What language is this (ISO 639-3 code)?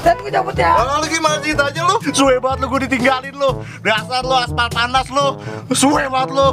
bew